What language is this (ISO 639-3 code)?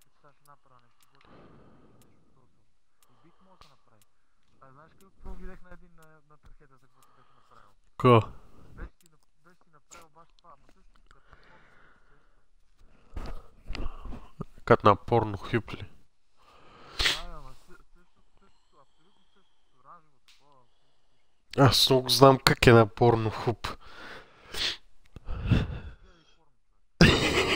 bul